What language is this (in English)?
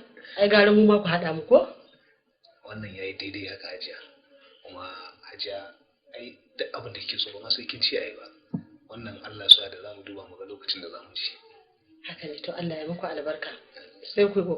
Hausa